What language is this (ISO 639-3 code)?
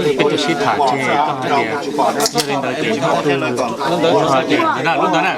hmn